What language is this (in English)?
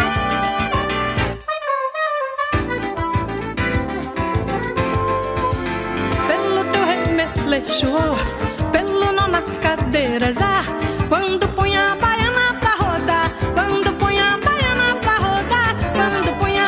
Portuguese